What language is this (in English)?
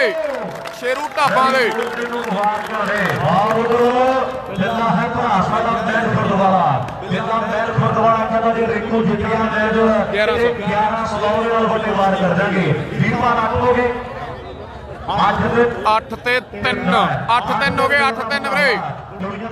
Punjabi